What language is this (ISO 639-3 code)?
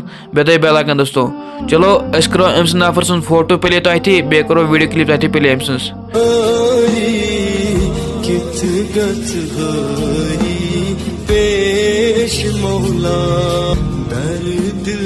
kas